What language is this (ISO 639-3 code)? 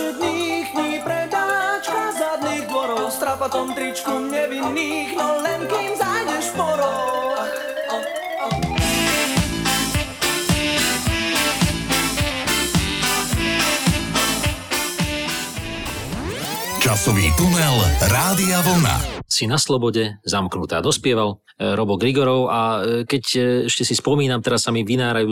slk